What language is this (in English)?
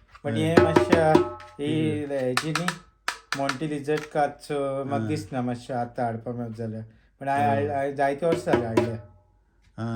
Konkani